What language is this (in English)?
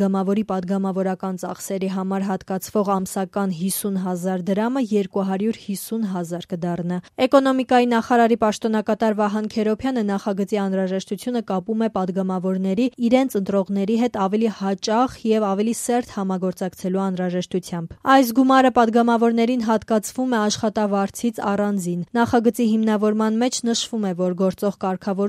Armenian